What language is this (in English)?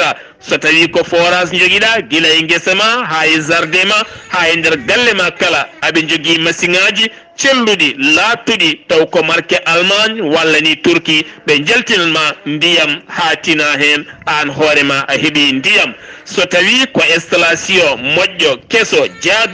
Fula